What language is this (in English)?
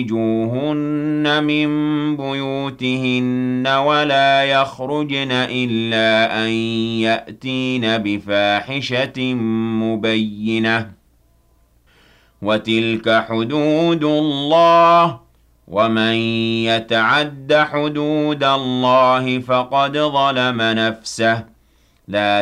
Arabic